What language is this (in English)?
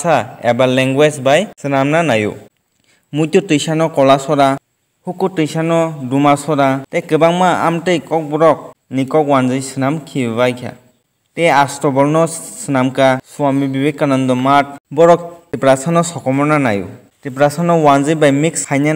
Kok Borok